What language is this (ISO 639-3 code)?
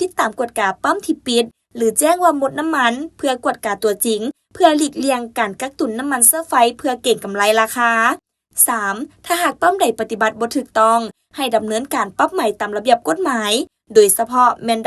lao